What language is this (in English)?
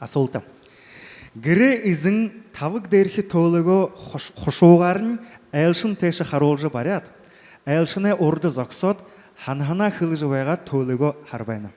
Buriat